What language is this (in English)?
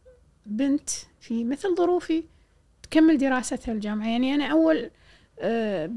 Gulf Arabic